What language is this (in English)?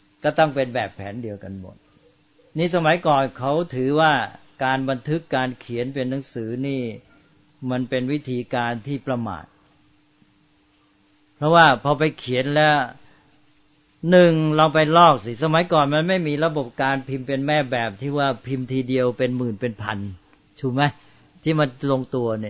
Thai